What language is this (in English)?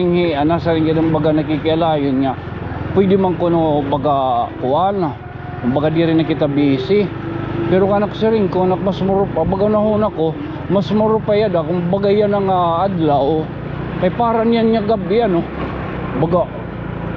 Waray